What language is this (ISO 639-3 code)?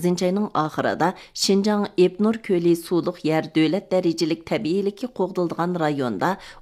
uig